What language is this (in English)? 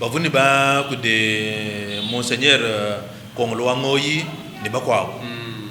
Luba-Lulua